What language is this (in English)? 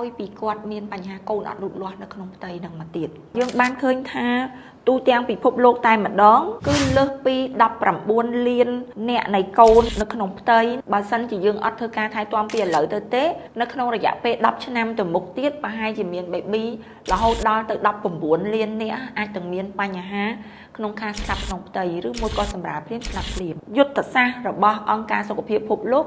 Khmer